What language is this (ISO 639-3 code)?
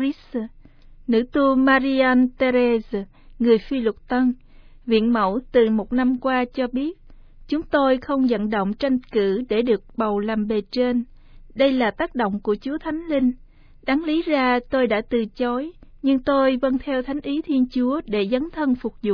vie